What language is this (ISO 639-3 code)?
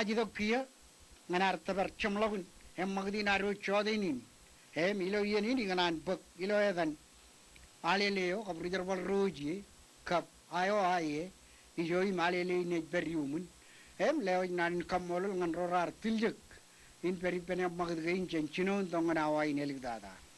mah